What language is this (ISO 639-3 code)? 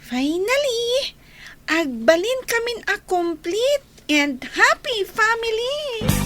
ilo